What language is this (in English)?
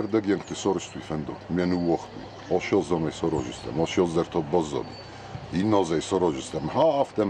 Ossetic